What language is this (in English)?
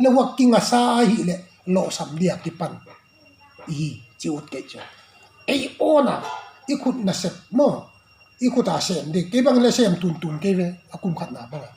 Paite Chin